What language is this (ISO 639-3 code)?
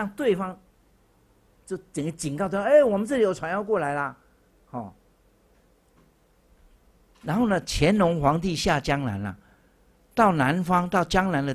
zho